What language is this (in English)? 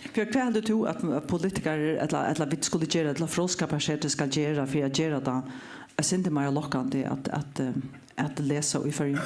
Faroese